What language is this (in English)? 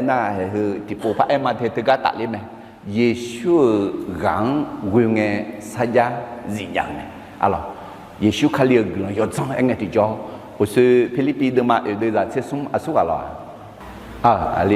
Akha